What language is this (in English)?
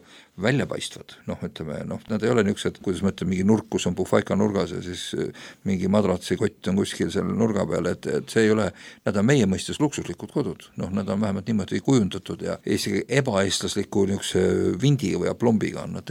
Estonian